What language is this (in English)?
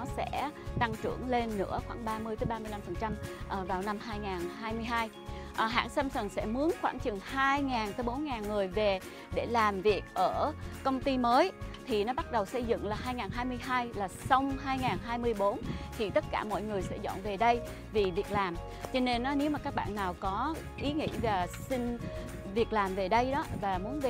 Vietnamese